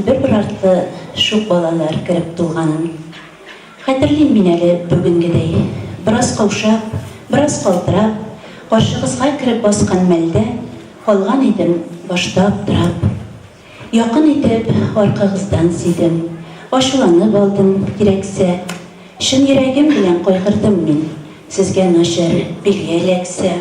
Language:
Tatar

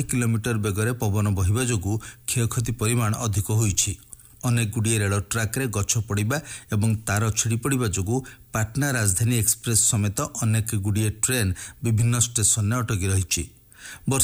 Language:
Odia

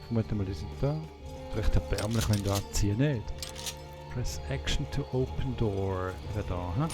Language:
Swiss German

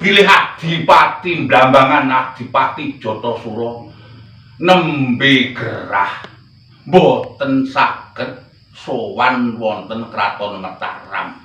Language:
Javanese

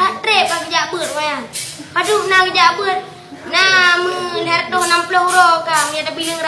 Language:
Achinese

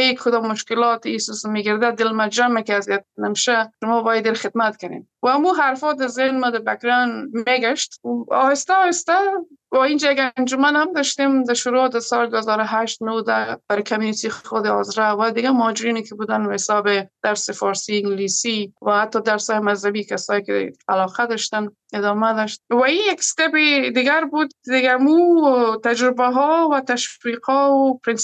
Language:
Persian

